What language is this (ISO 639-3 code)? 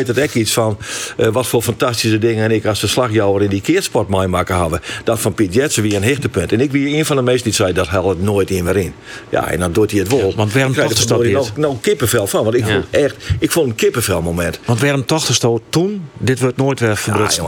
fry